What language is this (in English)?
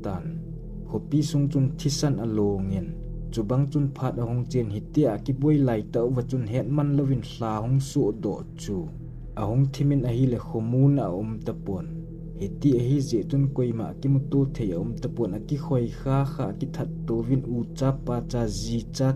Thado Chin